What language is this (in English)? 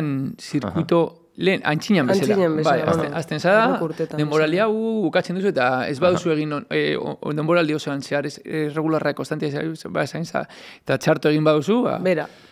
Basque